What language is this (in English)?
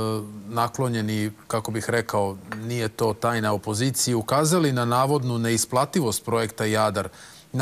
Serbian